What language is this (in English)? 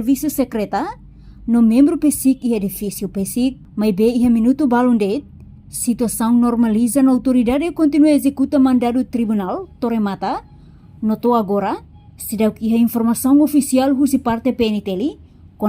Tetum